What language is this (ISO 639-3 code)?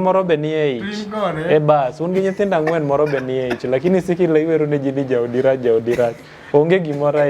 luo